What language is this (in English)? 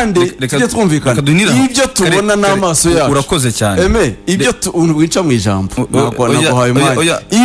Kinyarwanda